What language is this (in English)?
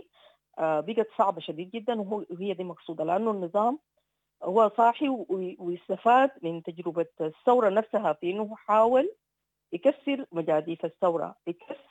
Sudanese Arabic